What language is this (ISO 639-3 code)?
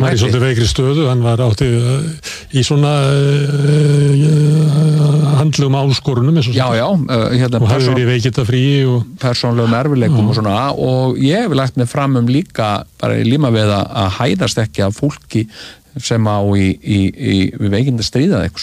isl